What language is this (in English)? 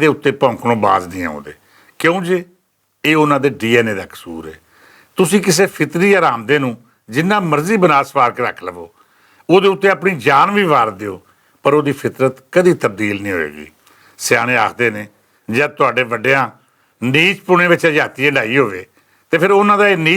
Western Panjabi